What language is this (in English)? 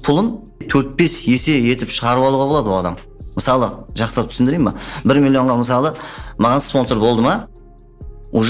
Kara-Kalpak